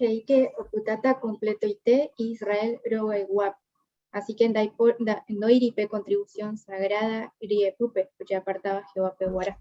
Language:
Guarani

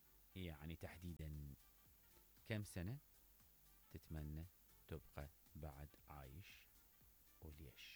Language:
Mesopotamian Arabic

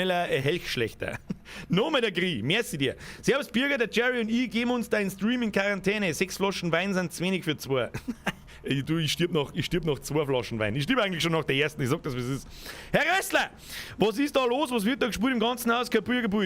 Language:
Bavarian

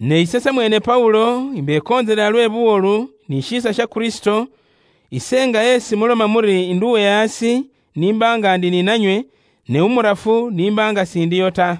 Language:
Luyia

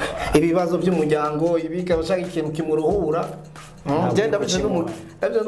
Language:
Kinyarwanda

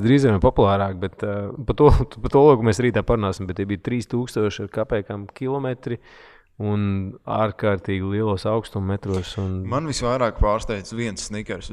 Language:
Latvian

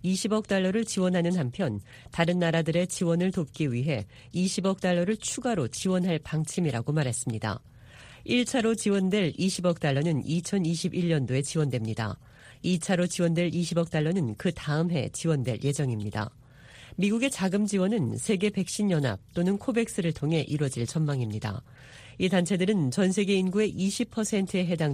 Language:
Korean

